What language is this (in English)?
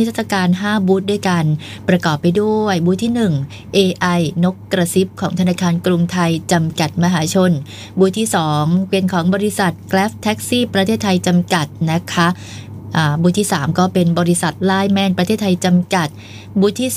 Thai